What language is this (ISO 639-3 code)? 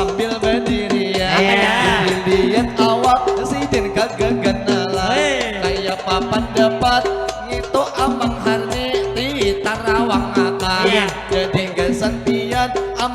bjn